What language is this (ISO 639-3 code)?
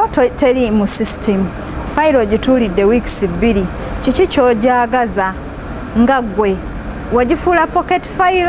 lug